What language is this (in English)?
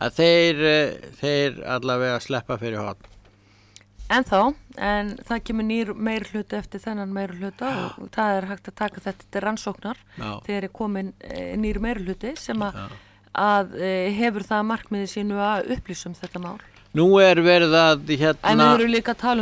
Icelandic